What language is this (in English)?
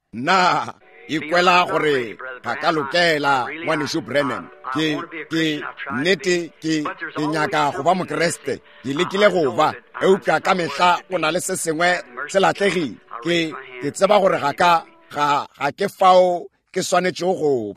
Northern Sotho